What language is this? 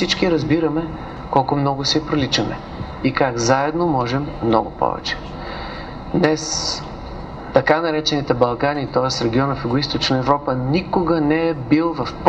Bulgarian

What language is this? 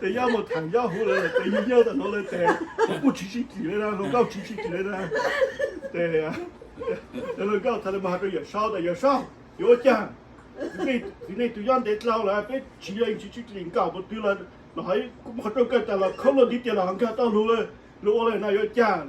Hmong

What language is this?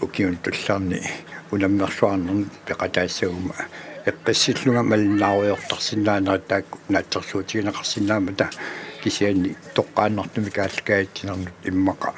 Kalaallisut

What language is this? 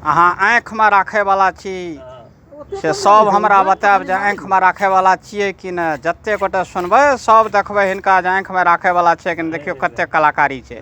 Maithili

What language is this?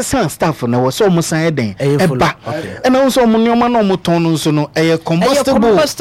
Akan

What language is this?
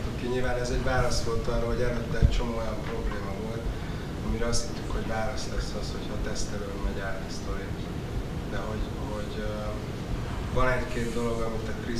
Hungarian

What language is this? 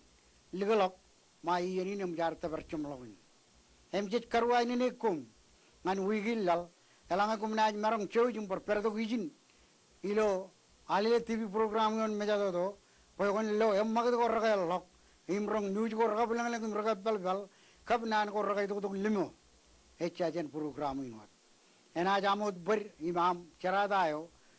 Marshallese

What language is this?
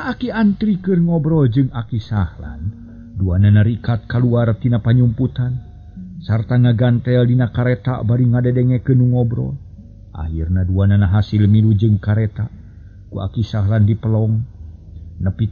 Sundanese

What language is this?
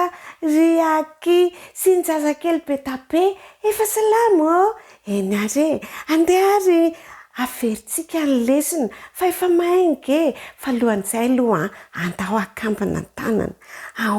Malagasy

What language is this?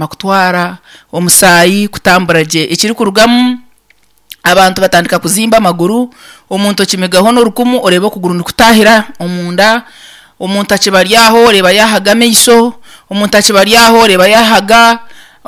Nyankole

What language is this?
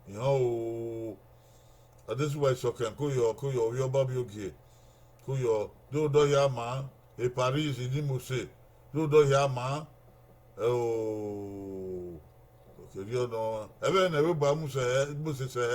Bini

